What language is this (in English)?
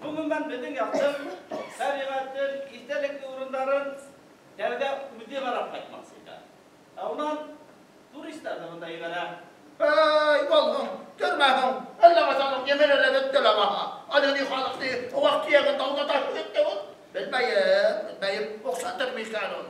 Bashkir